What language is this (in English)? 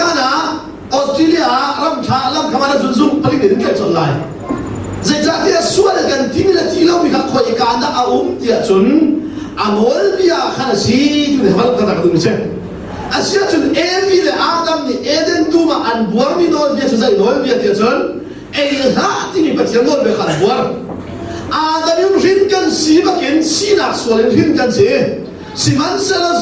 Hakha Chin